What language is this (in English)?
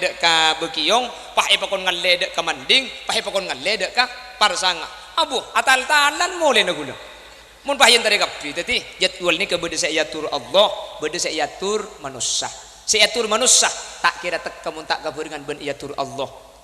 Madurese